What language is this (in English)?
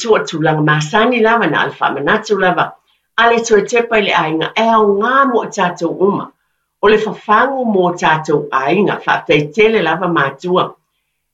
Samoan